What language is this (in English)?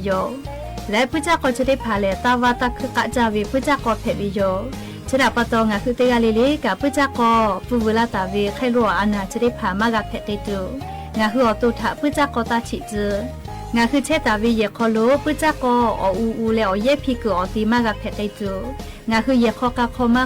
Lahu